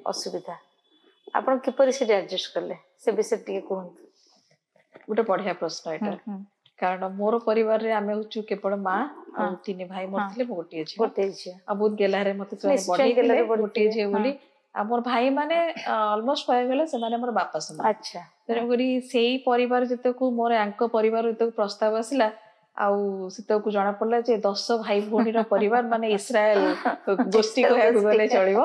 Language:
Odia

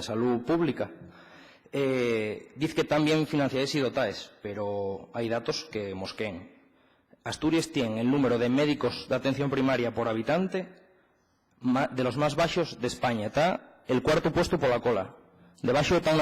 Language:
Asturian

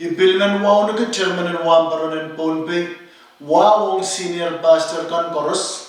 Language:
Pohnpeian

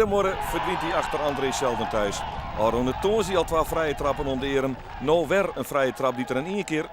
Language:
Western Frisian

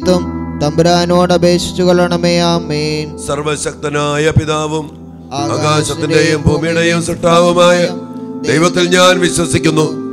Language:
Malayalam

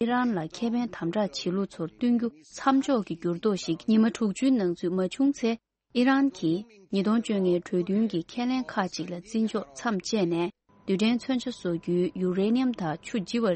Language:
Tibetan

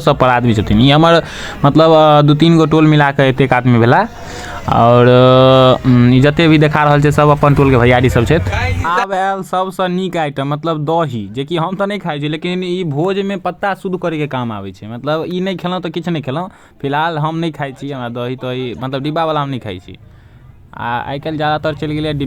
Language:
Maithili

